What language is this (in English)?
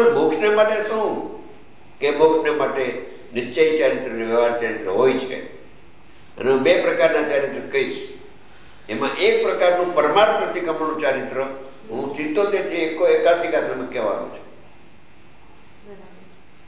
Gujarati